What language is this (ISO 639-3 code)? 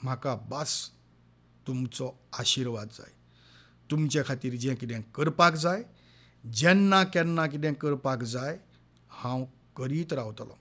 kok